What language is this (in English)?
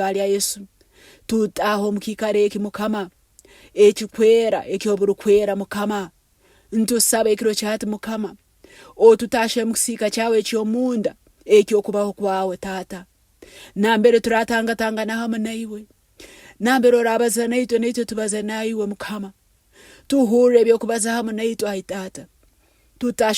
Nyankole